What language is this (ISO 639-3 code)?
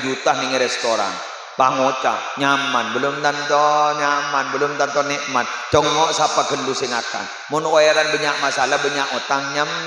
mad